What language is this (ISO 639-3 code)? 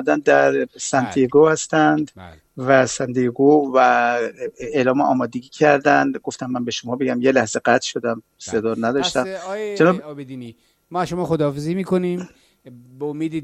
fas